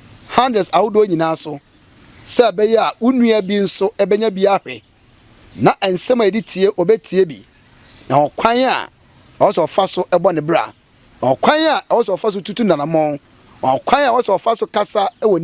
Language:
Akan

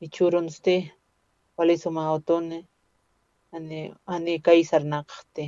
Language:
Aymara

